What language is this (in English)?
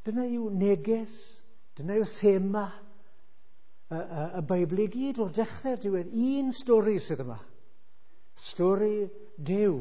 Welsh